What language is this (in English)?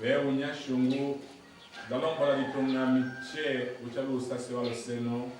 Tetela